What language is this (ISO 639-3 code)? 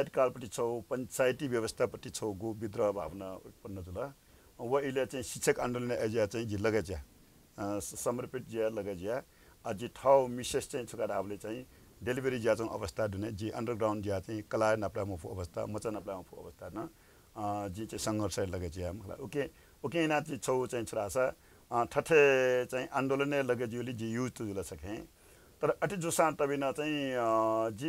new